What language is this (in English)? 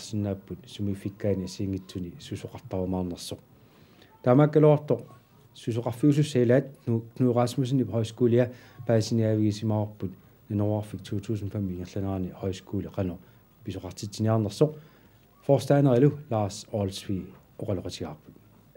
Kalaallisut